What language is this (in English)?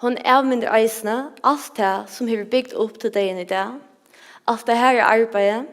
Faroese